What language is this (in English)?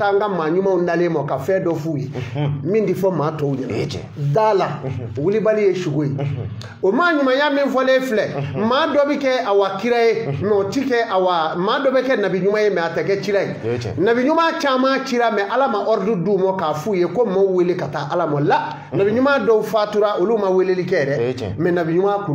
Bambara